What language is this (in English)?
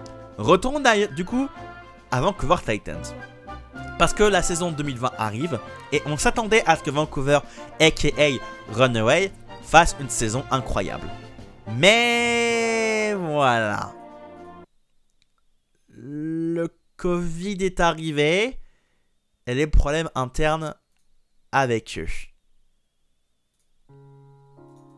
French